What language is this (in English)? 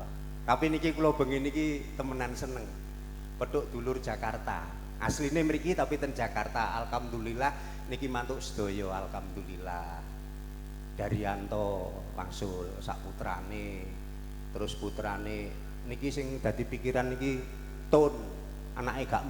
Javanese